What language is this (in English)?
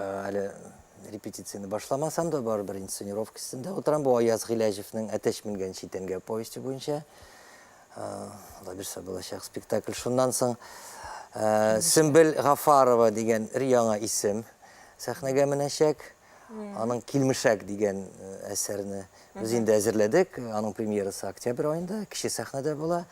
Tatar